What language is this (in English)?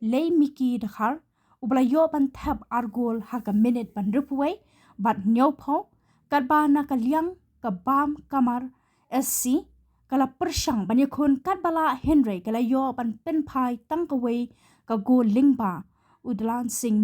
Khasi